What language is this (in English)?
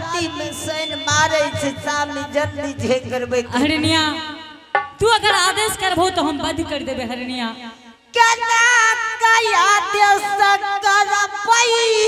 Angika